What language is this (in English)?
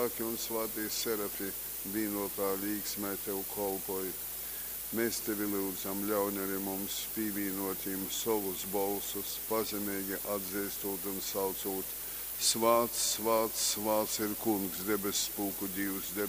Latgalian